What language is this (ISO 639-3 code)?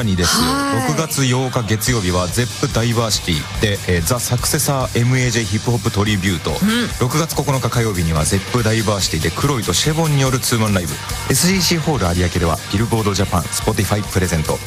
jpn